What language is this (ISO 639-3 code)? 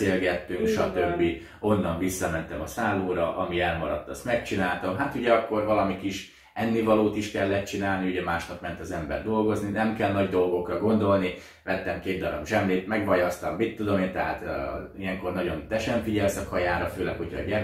hun